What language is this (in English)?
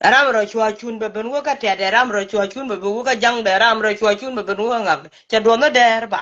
Nuer